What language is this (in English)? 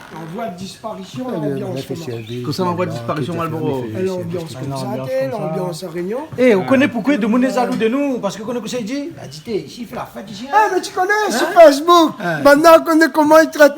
Réunion Creole French